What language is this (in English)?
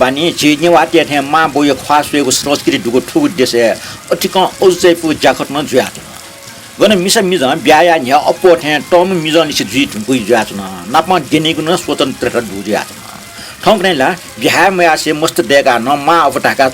Newari